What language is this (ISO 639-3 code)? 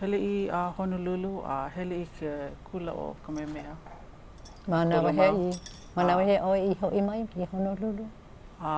haw